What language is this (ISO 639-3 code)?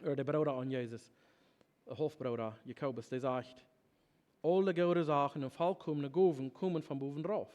pdt